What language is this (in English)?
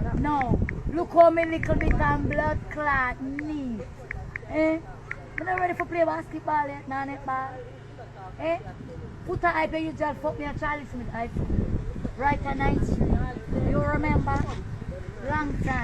Jamaican Creole English